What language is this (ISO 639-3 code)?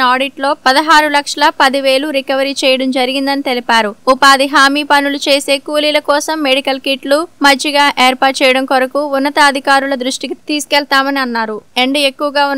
tel